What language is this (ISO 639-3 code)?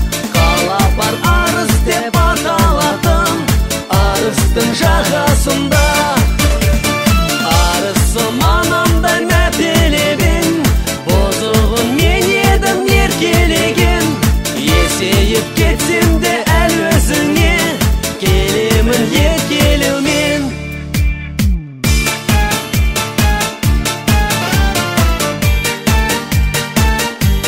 kaz